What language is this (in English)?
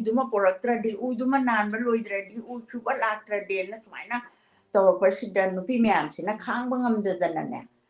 Manipuri